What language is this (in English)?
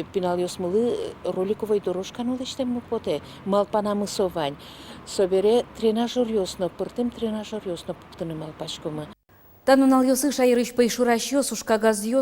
Udmurt